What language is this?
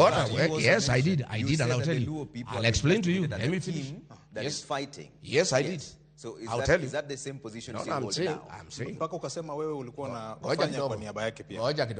Luo (Kenya and Tanzania)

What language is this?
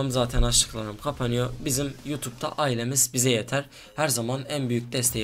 Turkish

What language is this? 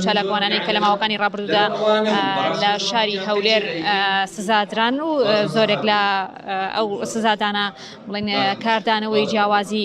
Central Kurdish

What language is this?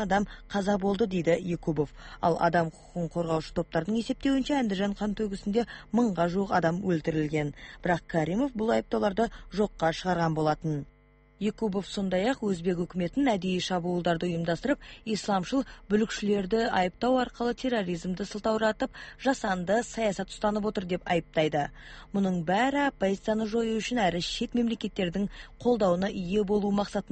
Kazakh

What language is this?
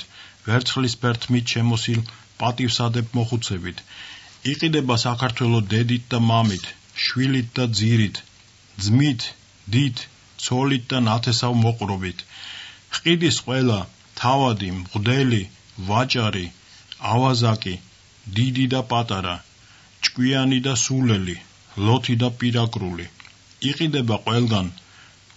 Georgian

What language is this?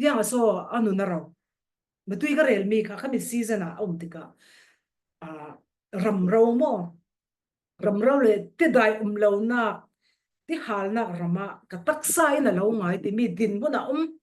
Falam Chin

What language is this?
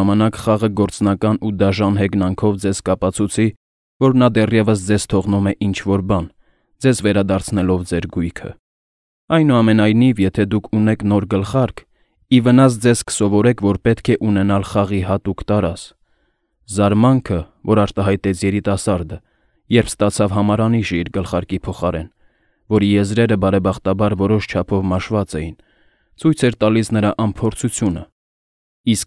Armenian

